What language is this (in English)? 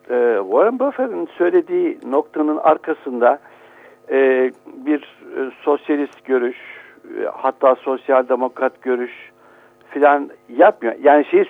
Turkish